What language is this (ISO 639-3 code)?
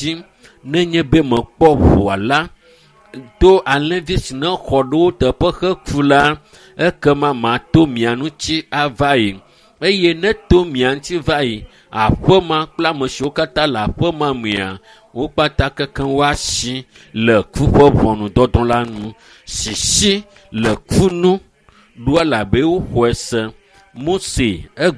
ewe